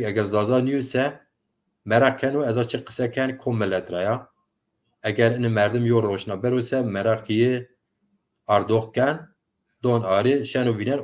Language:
Zaza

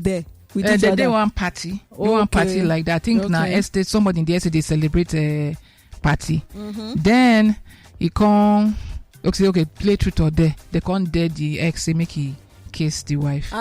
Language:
Nigerian Pidgin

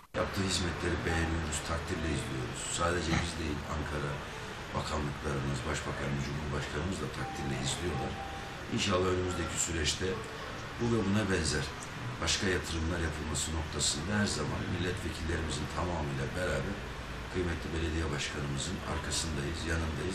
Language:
Turkish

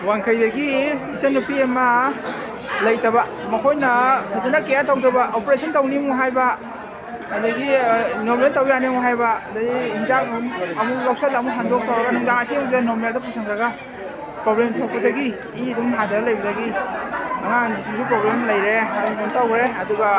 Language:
Manipuri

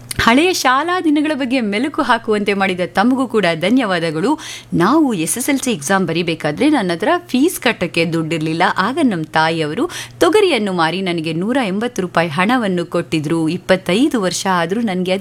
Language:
Kannada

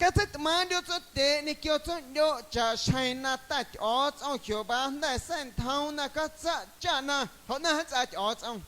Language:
Guerrero Amuzgo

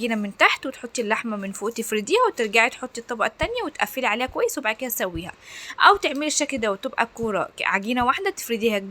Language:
Egyptian Arabic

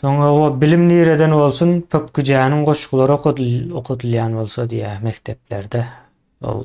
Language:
Turkmen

